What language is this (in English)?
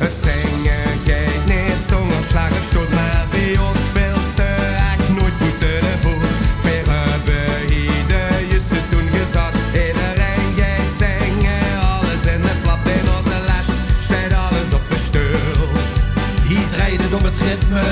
Limburgish